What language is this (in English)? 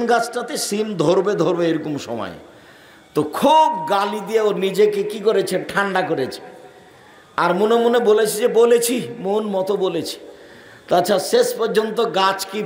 Bangla